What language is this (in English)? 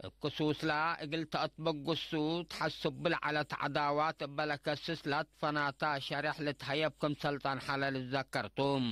Tigre